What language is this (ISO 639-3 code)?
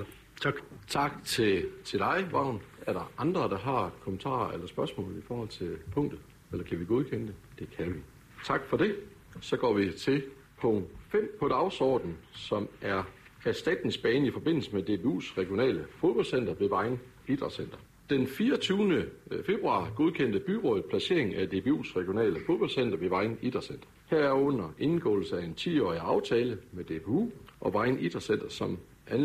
dan